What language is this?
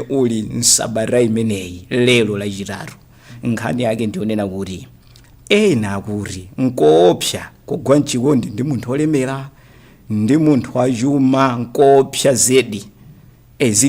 Nyanja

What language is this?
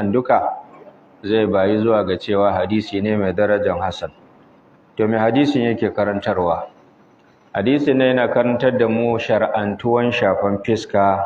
Hausa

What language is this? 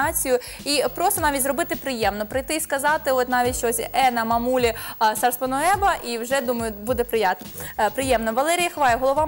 Ukrainian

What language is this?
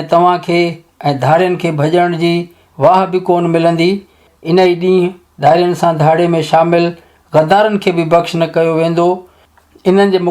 Sindhi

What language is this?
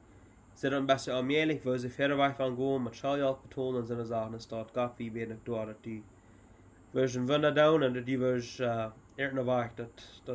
Plautdietsch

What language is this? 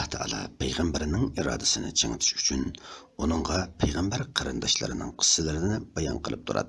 Uyghur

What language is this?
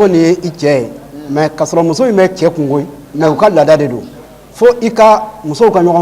Bambara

